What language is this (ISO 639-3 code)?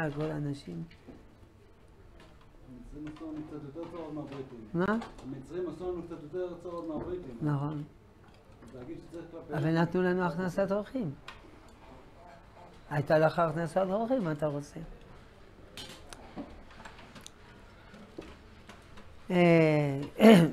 heb